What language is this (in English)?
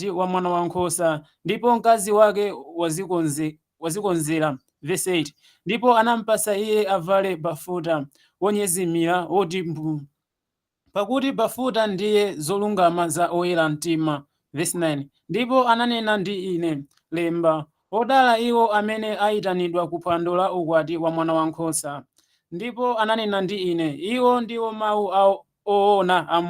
Nyanja